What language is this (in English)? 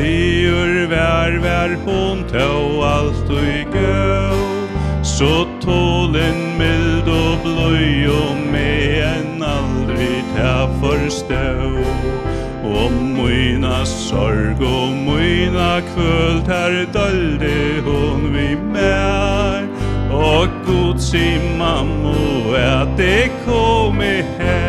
Faroese